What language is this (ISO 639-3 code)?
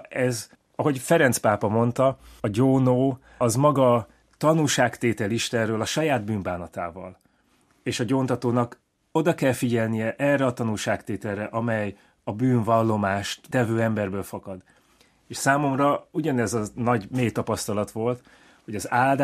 hun